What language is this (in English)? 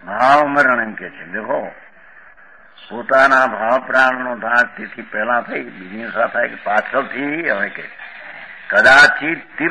Gujarati